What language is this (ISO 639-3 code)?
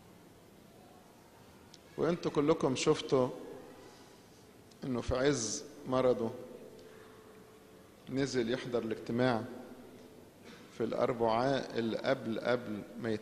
arz